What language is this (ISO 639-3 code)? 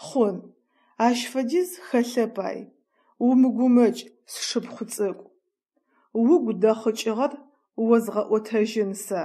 ady